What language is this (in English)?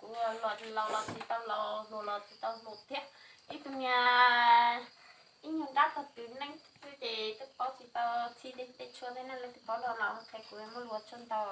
Hmong